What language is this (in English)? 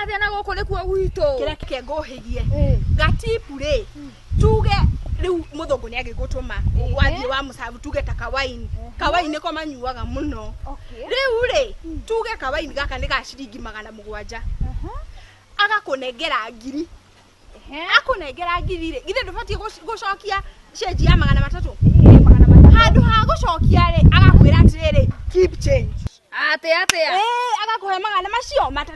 Kikuyu